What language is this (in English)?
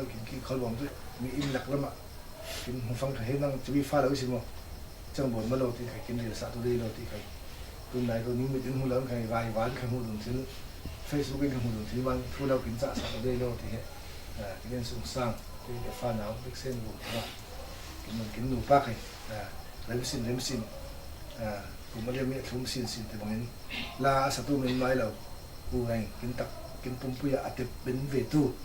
Falam Chin